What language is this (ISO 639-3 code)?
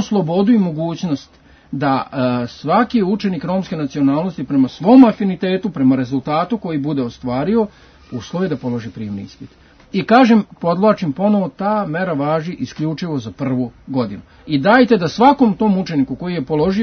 srp